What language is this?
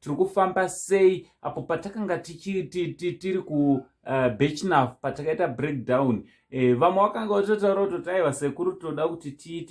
Shona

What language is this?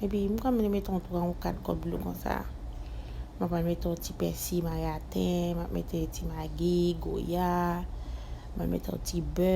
Haitian Creole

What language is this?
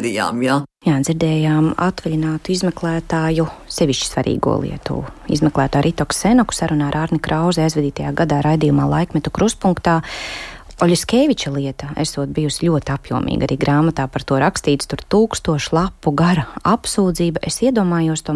Latvian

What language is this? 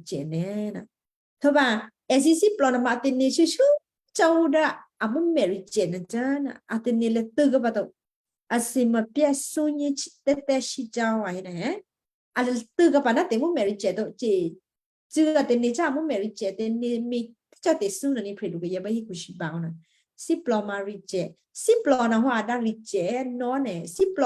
Western Kayah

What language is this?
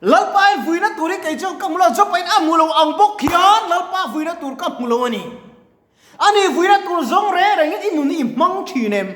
Mizo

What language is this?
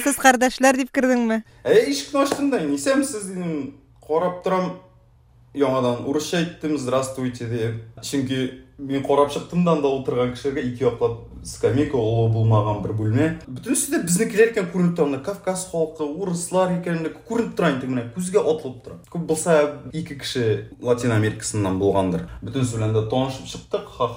Tatar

